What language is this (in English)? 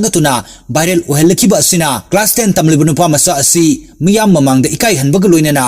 Manipuri